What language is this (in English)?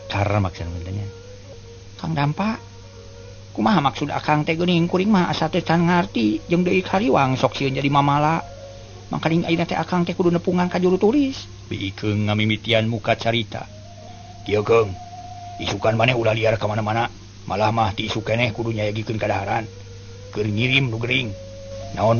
Sundanese